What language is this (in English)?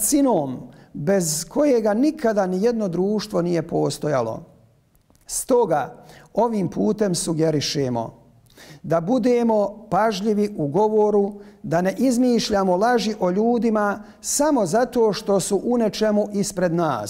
Bosnian